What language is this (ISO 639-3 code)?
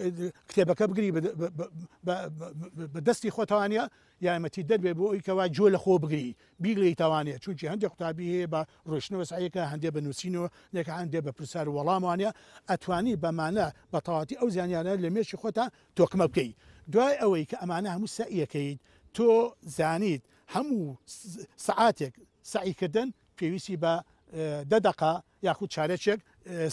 ckb